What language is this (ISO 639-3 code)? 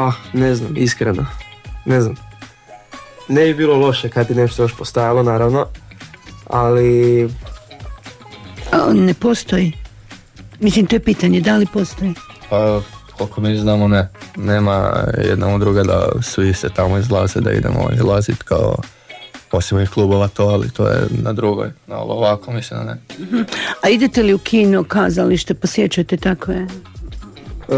hrv